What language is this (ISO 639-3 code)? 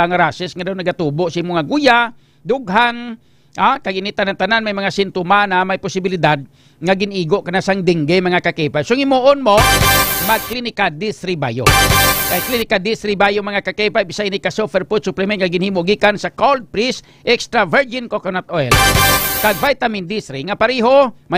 hil